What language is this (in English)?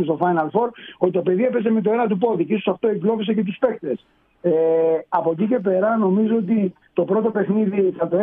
Greek